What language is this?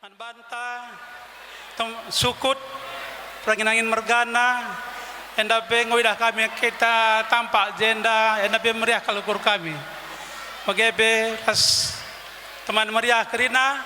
Batak Karo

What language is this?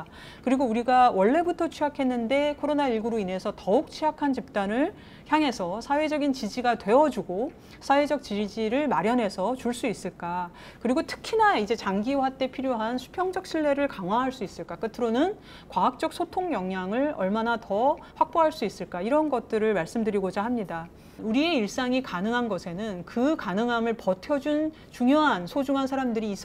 Korean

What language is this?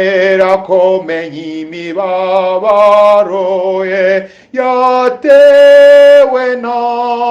Kinyarwanda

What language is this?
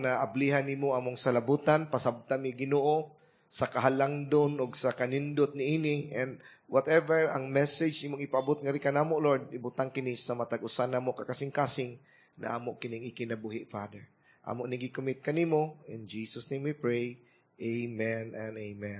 Cebuano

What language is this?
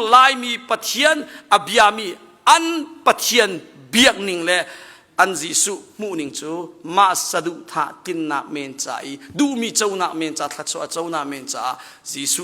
Hakha Chin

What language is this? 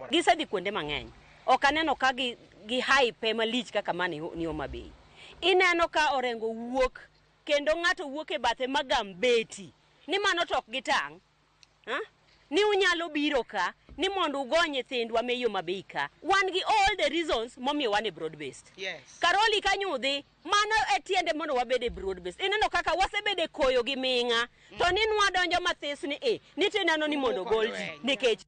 Luo (Kenya and Tanzania)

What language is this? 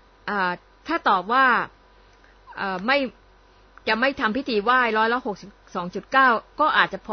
Thai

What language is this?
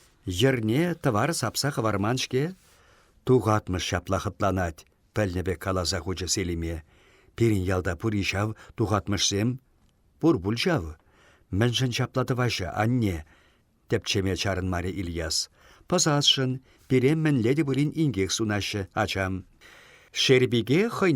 Chuvash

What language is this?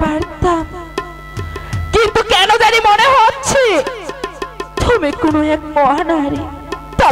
Bangla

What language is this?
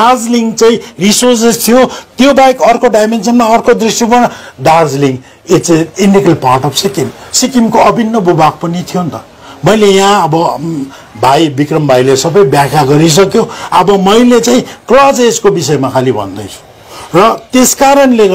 Nepali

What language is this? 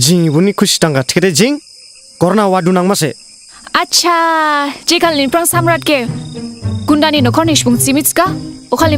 Dimasa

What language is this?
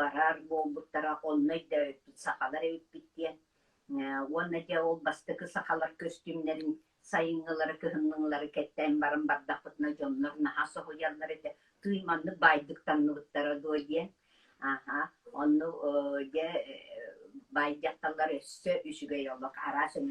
Yakut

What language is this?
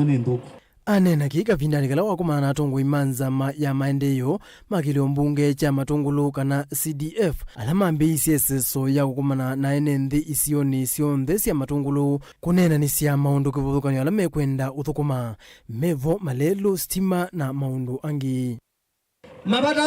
Kamba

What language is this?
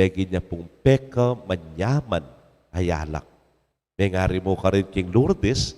Pampanga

